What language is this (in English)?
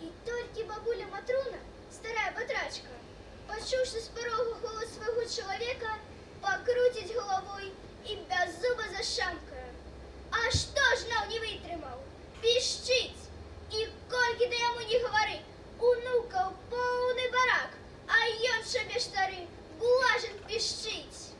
Belarusian